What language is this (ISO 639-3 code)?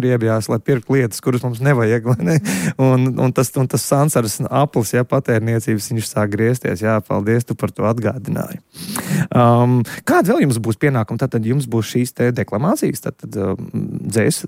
lav